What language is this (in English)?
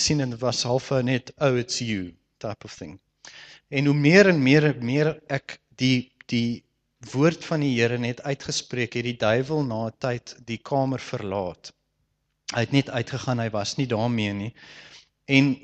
Afrikaans